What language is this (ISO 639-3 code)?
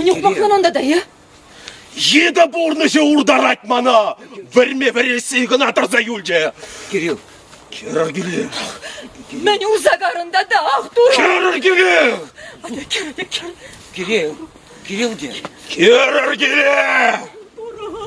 chv